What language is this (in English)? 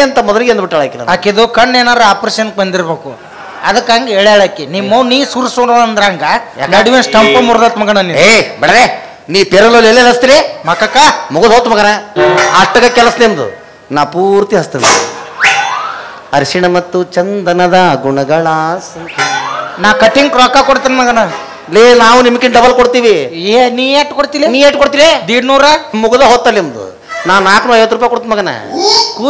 Kannada